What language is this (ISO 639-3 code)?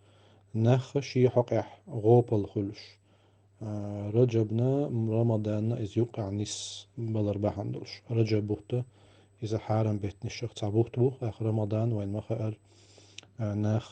che